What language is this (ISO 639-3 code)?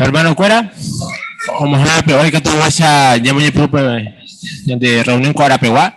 grn